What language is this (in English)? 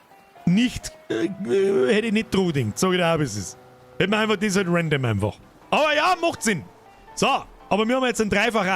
Bavarian